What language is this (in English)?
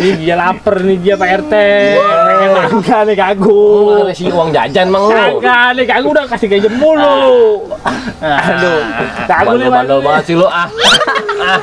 Betawi